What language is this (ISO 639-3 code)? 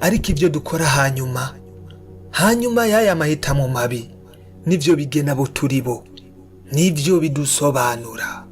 run